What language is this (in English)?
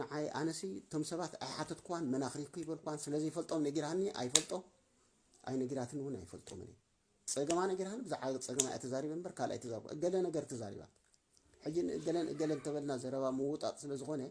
Tigrinya